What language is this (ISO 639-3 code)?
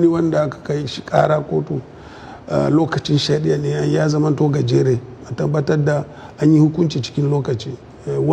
hau